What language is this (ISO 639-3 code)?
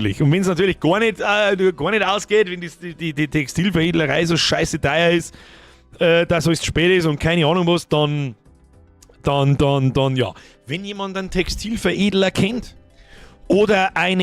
bar